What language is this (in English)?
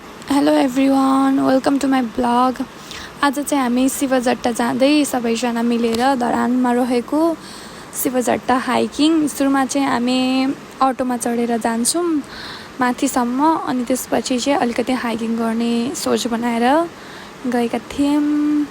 Nepali